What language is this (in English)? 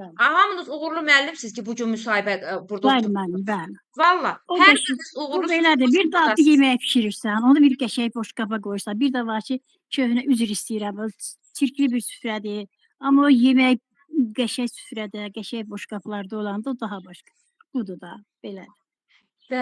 Azerbaijani